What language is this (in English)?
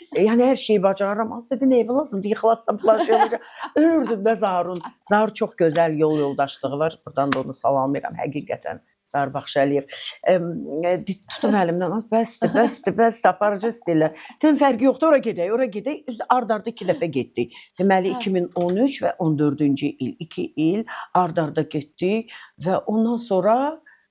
Azerbaijani